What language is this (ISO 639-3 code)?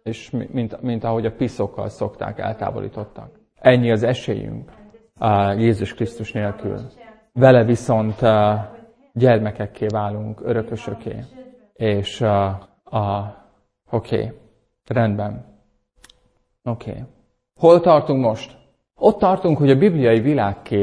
hun